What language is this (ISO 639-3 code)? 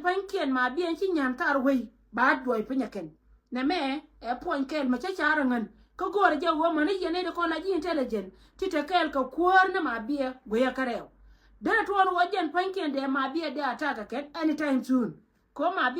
nus